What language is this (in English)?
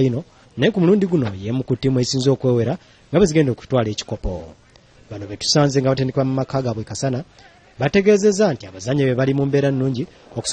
Ganda